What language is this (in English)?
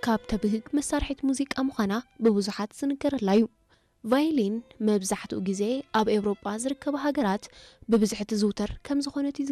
Tigrinya